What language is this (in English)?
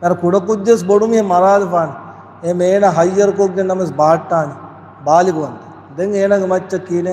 Divehi